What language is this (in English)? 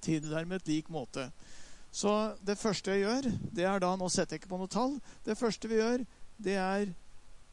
Norwegian